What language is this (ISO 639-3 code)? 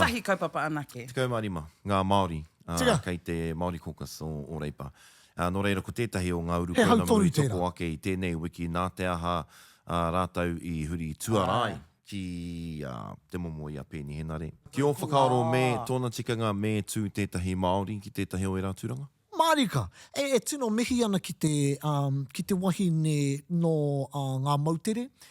mri